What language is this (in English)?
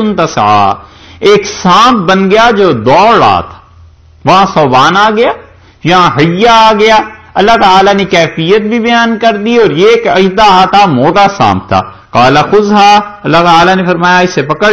Urdu